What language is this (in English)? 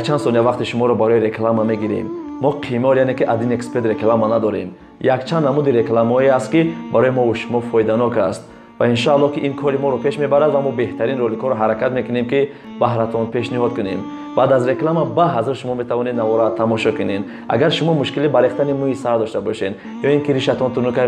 Tajik